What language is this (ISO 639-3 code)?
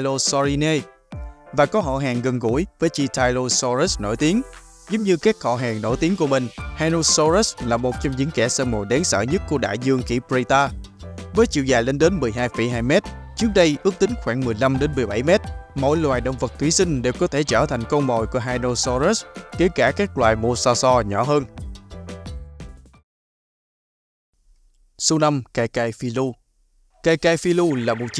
vie